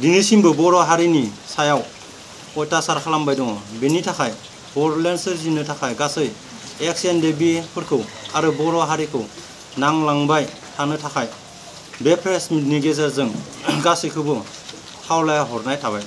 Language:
Bodo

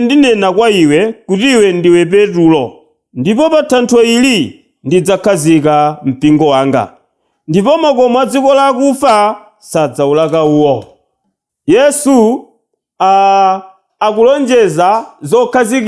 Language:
Nyanja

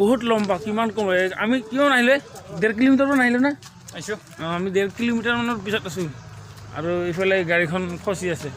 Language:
Assamese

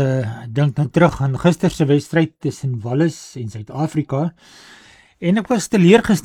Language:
Afrikaans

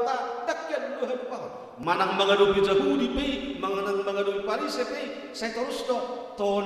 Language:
Batak Toba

